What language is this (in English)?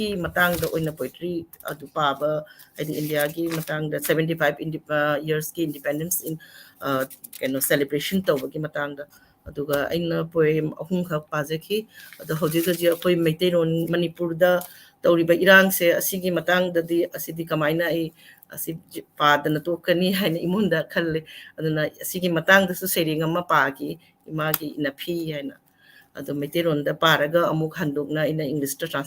Manipuri